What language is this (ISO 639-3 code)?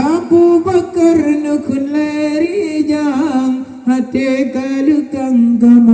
ace